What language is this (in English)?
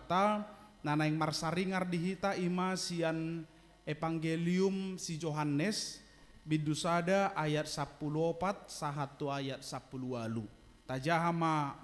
Batak Toba